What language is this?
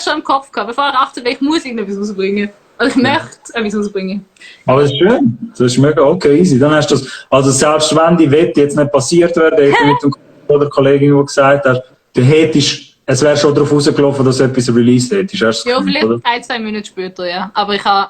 Swiss German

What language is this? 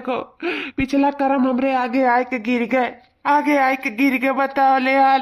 Awadhi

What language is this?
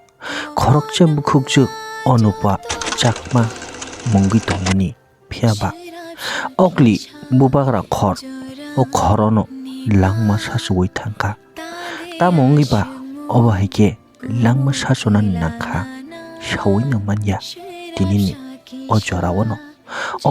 Kok Borok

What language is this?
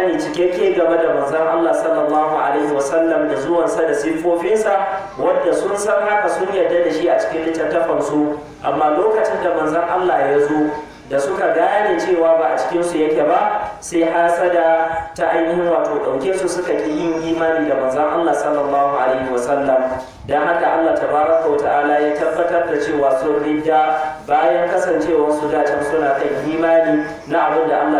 Hausa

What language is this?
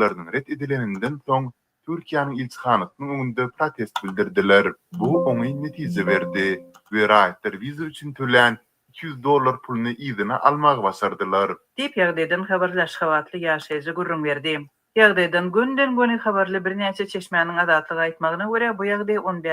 Turkmen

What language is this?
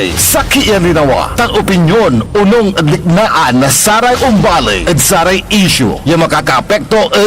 Pangasinan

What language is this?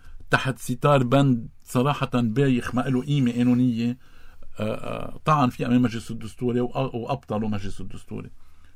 North Levantine Arabic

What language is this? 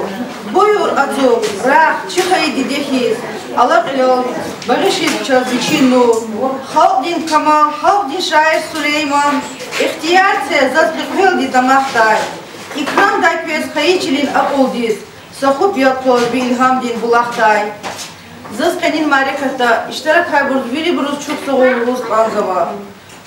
Lezghian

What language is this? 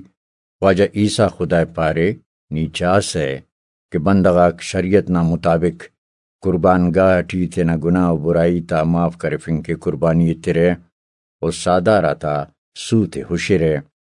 Brahui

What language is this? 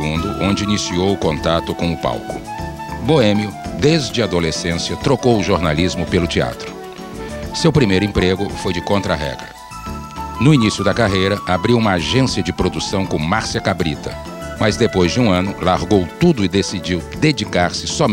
Portuguese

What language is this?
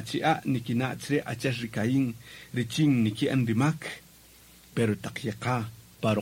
Kaqchikel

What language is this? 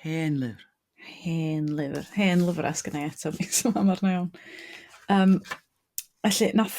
Welsh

